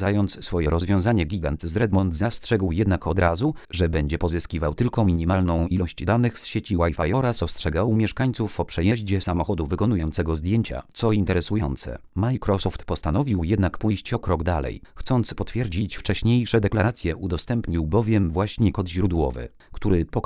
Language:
Polish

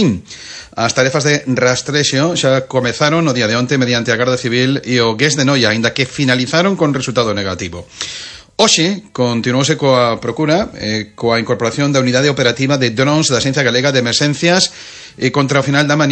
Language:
Galician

